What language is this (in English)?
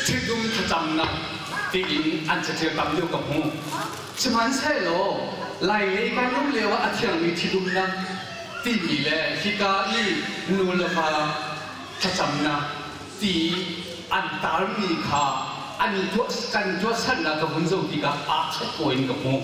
Hakha Chin